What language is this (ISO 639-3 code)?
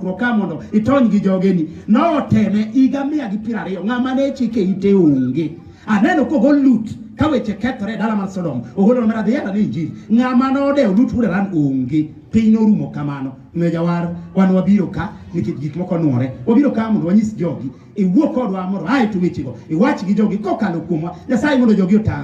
luo